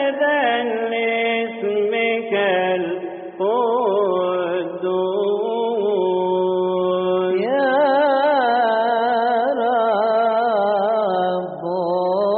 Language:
Egyptian Arabic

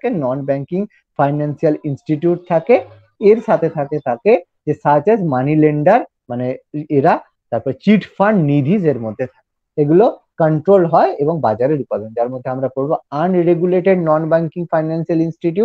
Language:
Bangla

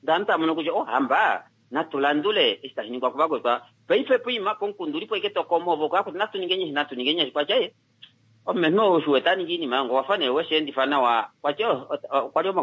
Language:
Kuanyama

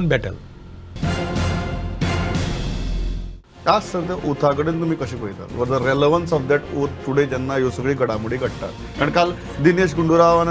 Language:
Konkani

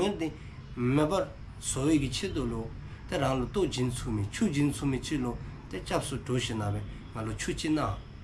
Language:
Dzongkha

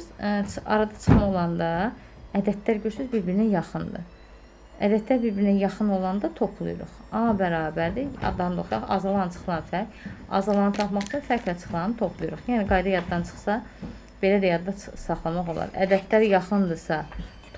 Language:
Azerbaijani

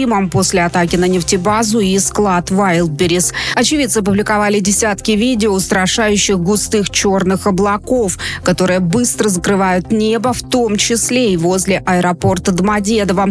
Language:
Russian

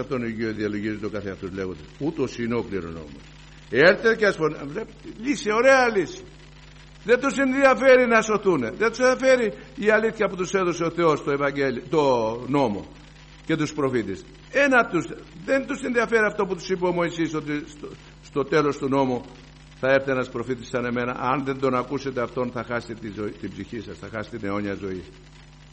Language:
Greek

